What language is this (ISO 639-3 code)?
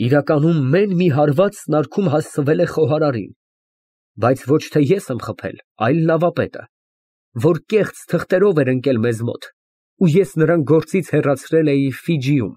hye